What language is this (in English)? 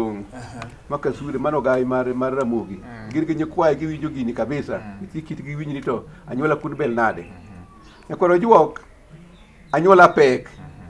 Luo (Kenya and Tanzania)